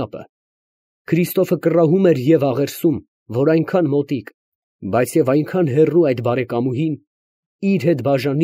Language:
Armenian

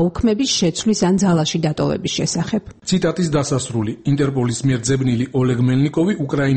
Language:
Georgian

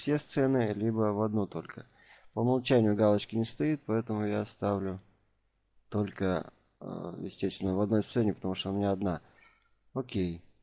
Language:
Russian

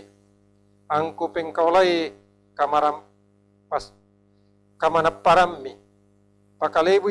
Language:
Toraja-Sa'dan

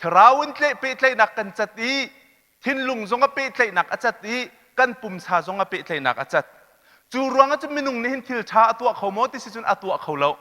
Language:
Hakha Chin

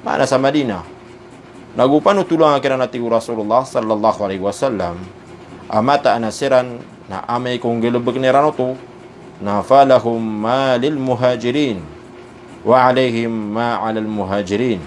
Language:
Maranao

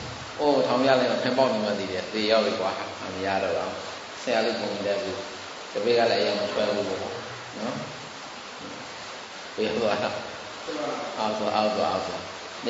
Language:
Burmese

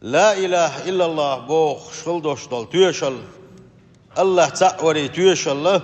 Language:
Chechen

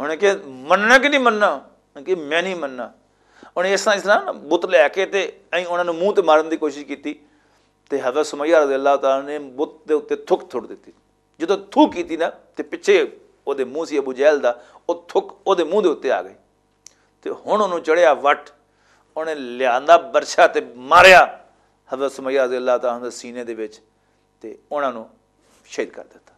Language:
Western Panjabi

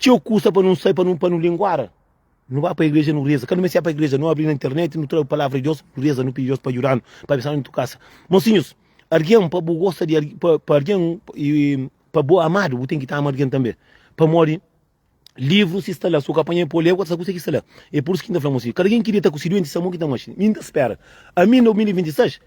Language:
Kabuverdianu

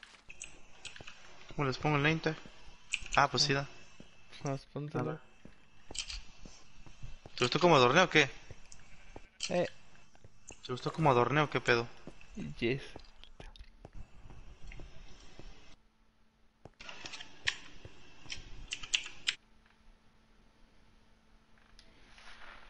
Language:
Spanish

